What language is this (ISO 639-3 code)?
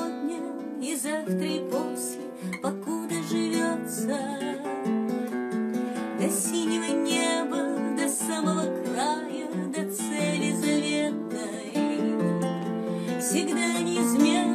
rus